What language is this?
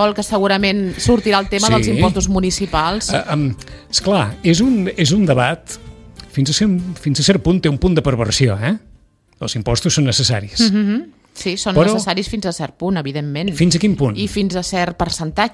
Catalan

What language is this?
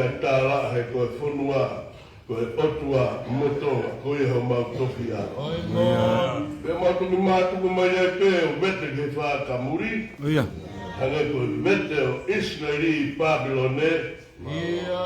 Tongan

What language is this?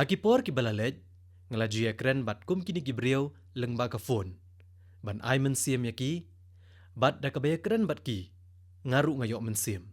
Khasi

